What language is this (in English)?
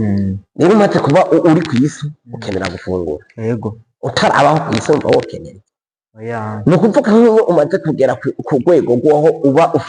Rundi